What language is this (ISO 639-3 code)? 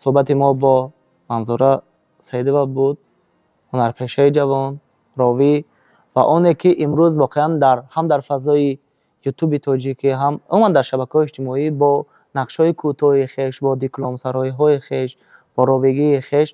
tgk